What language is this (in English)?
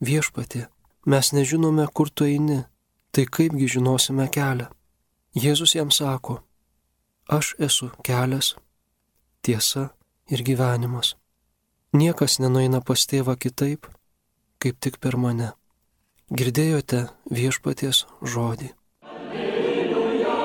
Lithuanian